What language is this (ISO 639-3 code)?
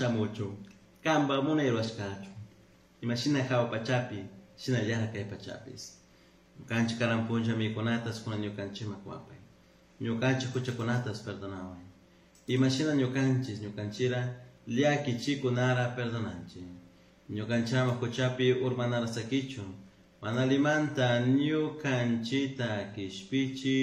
qug